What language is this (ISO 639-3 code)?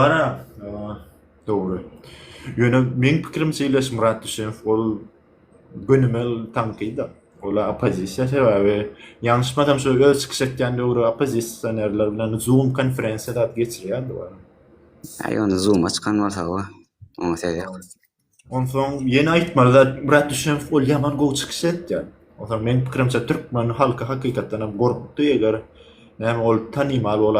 tuk